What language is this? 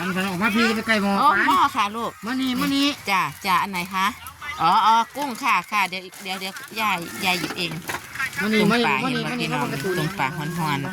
Lao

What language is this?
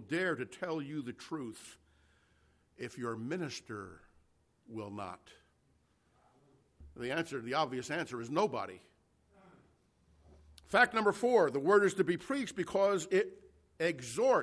English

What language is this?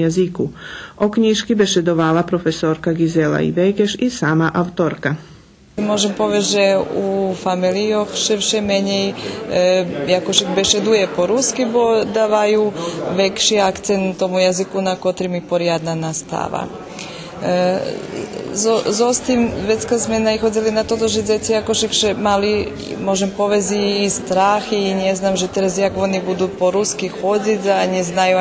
Rusyn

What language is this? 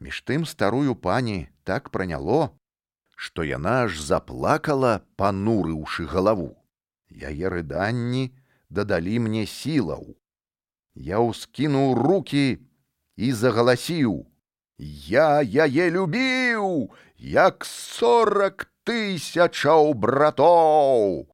Belarusian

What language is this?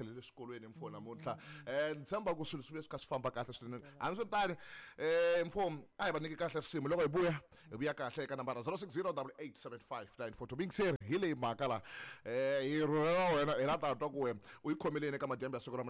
Tsonga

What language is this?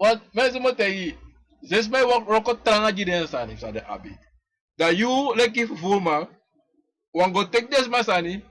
Sranan Tongo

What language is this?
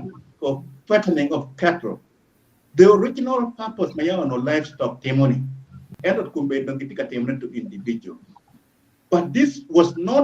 Acoli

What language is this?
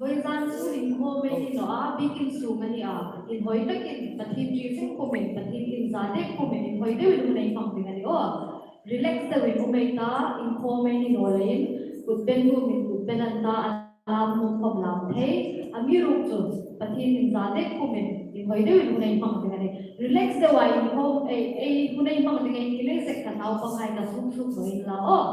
Hmar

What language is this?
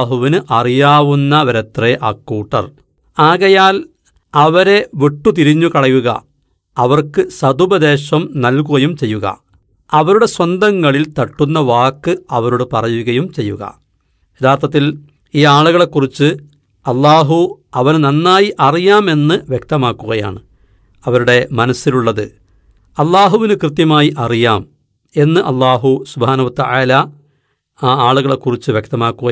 Malayalam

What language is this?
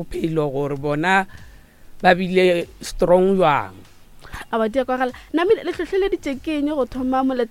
Northern Sotho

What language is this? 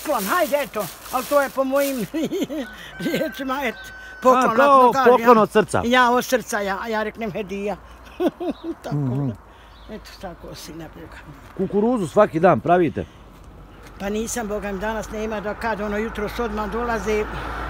Bosnian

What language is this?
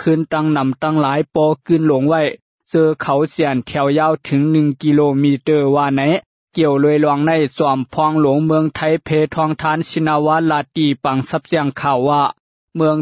Lao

